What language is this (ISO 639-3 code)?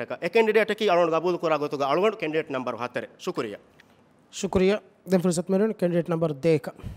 div